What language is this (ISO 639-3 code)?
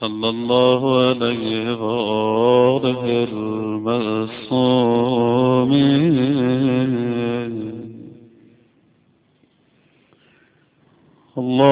fas